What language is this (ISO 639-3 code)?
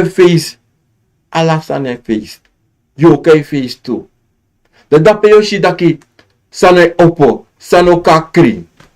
srn